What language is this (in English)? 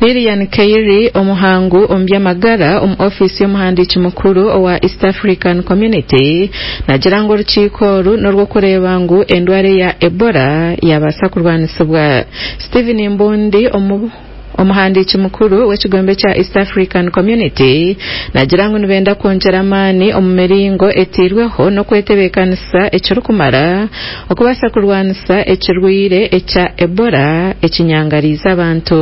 Nyankole